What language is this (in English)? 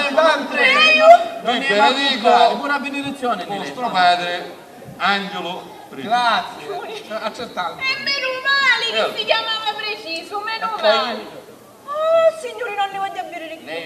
Sicilian